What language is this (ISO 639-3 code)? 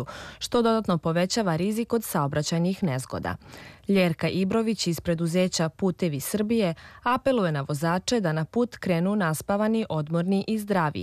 srp